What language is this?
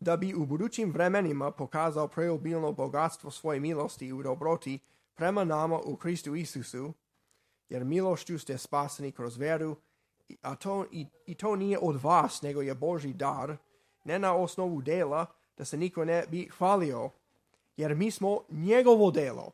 Serbian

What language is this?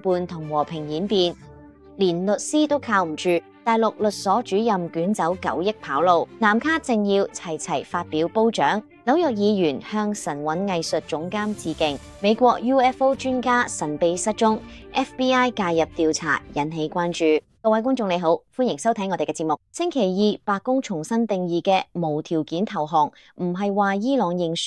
Cantonese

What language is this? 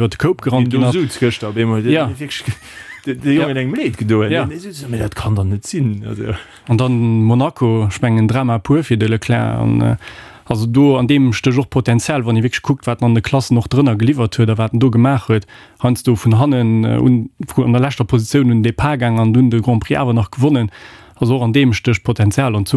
Luxembourgish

